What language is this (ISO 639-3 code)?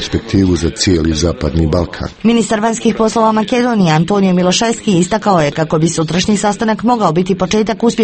hrv